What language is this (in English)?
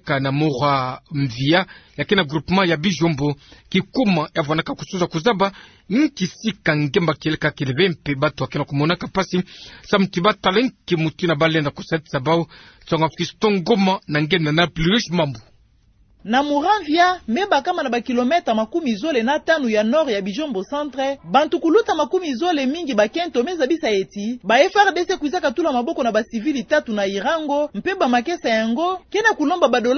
Kituba (Democratic Republic of Congo)